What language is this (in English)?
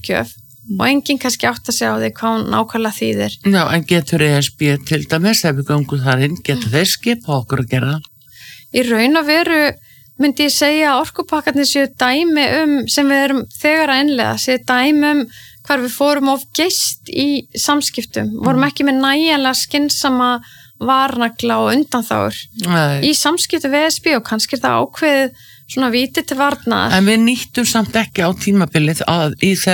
Icelandic